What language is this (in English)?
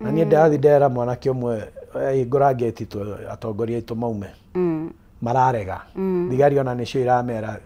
Kikuyu